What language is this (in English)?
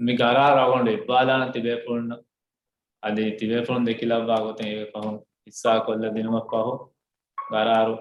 Divehi